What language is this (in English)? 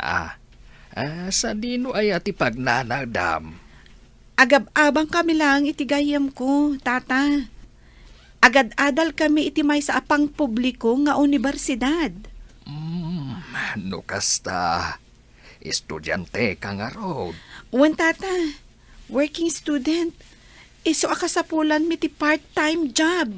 Iloko